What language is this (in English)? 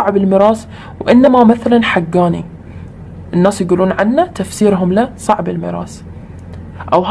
Arabic